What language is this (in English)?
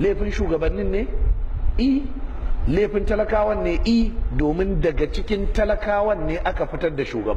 Hausa